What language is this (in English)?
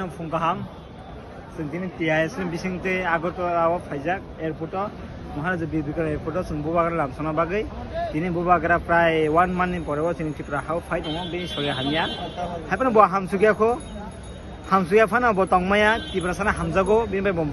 Kok Borok